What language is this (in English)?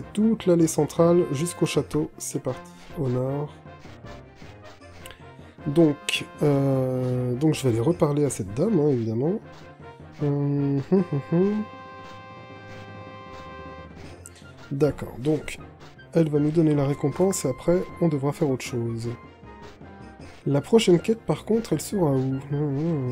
French